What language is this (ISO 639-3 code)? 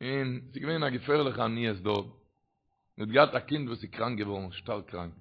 yid